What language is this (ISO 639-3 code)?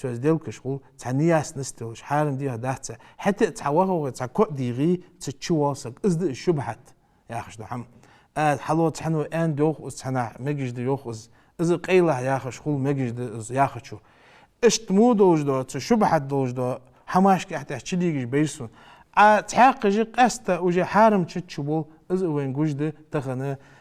inh